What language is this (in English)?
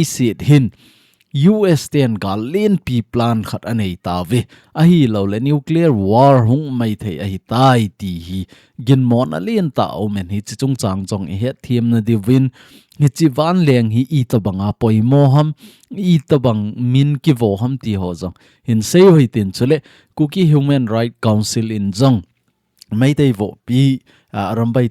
Thado Chin